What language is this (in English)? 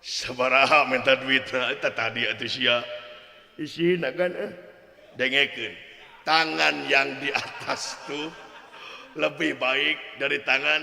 Sundanese